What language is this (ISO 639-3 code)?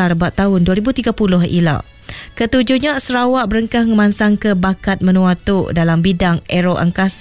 iba